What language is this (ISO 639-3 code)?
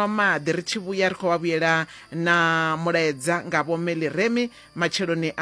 ven